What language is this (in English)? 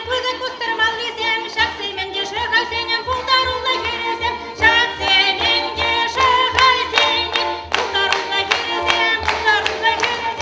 Chuvash